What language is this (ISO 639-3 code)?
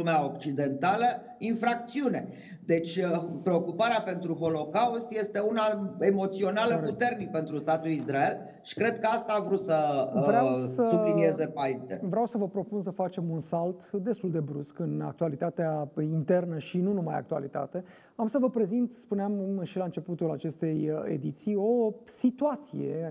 ron